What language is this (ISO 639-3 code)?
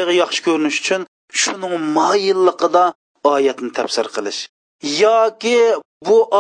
uig